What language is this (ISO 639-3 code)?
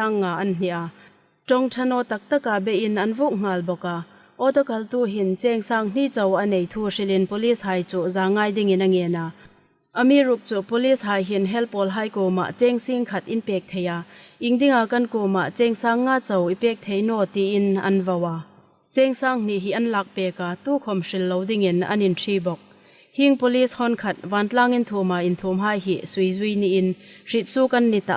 hmr